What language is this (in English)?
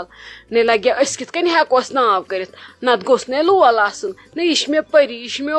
Kashmiri